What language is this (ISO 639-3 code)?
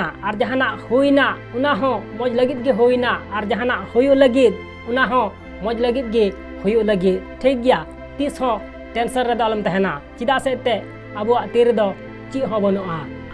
sat